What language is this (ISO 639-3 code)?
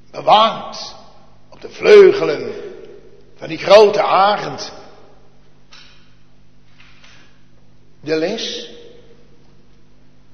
nld